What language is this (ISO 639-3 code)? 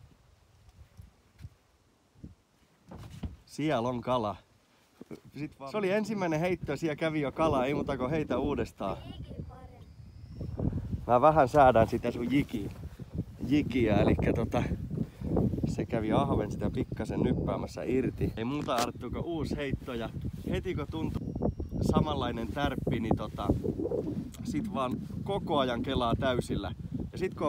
fin